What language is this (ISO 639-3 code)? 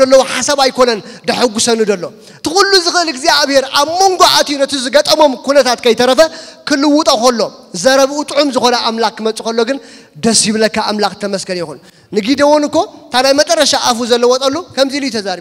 tir